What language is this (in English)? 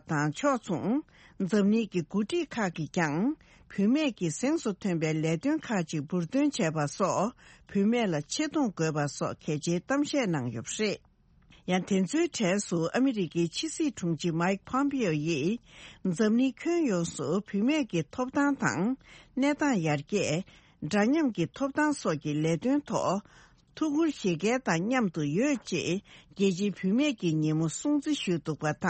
Tibetan